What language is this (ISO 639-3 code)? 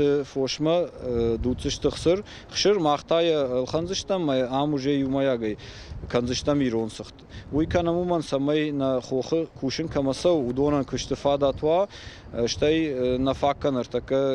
oss